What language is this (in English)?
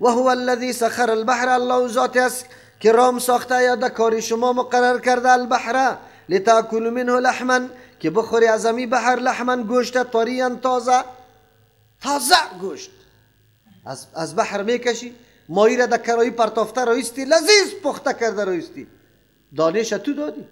Persian